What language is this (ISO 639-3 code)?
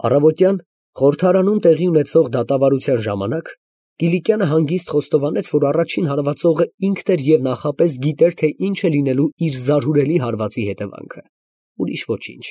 hye